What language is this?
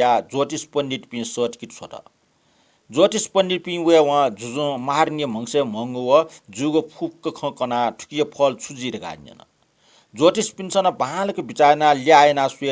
Newari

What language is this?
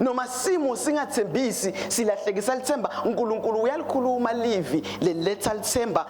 Swati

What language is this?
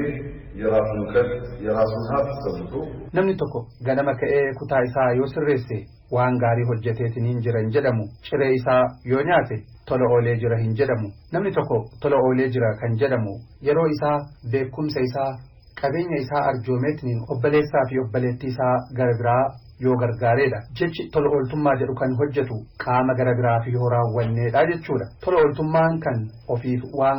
Oromo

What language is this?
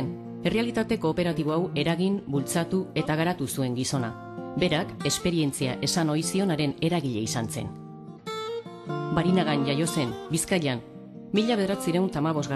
Basque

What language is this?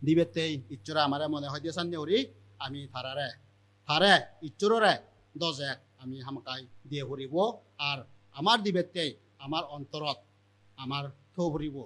Chakma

